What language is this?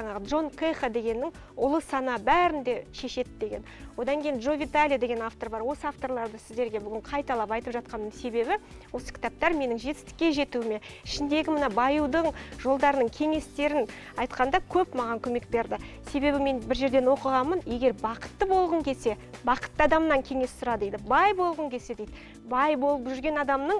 Kazakh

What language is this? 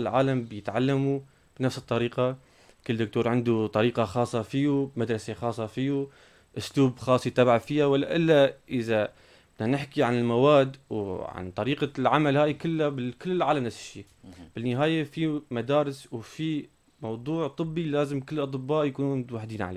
North Levantine Arabic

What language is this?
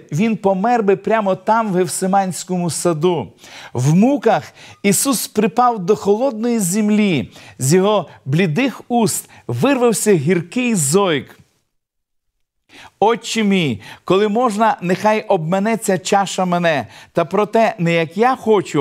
Ukrainian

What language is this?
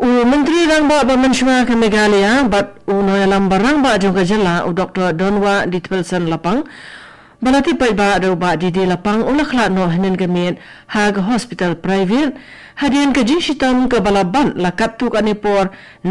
Khasi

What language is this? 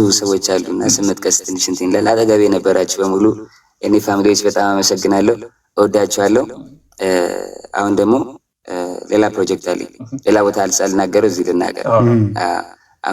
Amharic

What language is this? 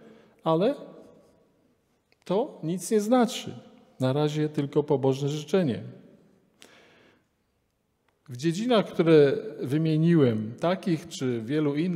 Polish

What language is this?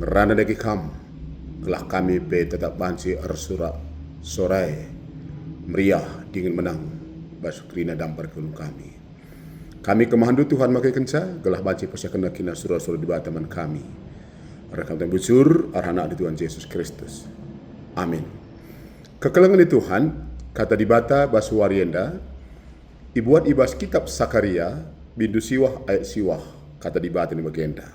Batak Karo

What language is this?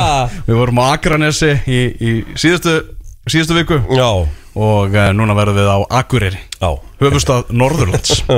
Icelandic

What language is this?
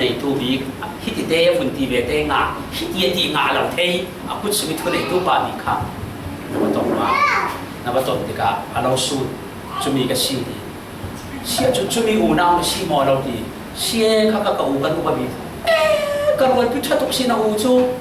Falam Chin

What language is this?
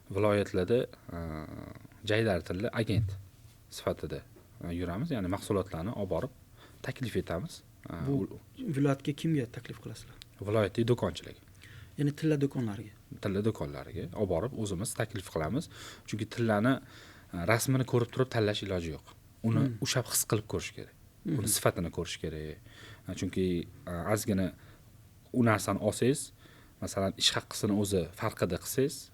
Uzbek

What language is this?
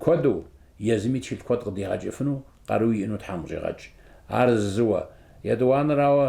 Kabardian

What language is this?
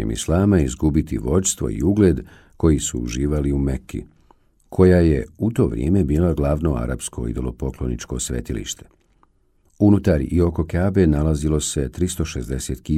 Bosnian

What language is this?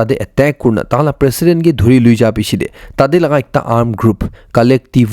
Naga Pidgin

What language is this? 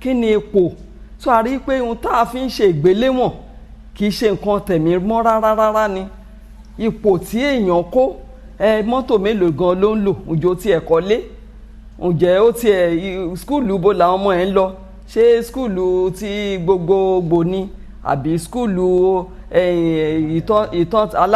Yoruba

